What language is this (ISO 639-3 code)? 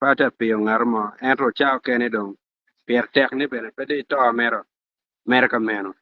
ach